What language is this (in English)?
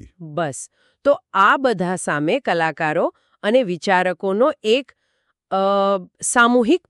Gujarati